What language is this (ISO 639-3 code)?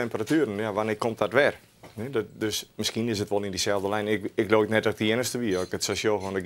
fry